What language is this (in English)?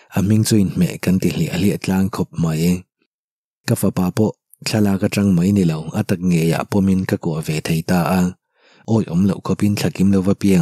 Mizo